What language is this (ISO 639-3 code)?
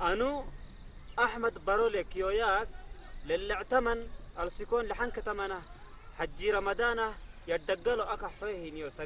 ssy